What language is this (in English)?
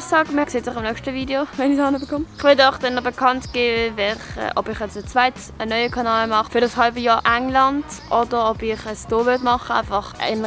Swiss German